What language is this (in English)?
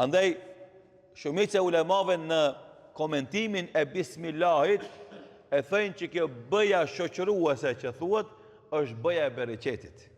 Albanian